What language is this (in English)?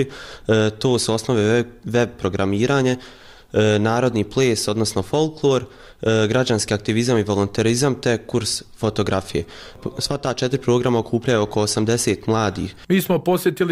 Bosnian